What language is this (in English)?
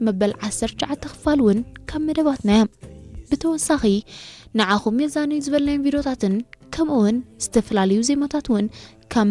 Tigrinya